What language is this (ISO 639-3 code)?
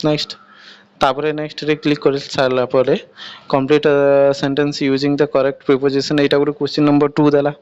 ori